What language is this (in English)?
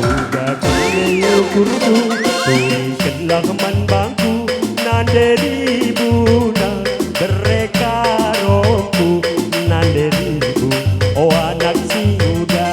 Batak Karo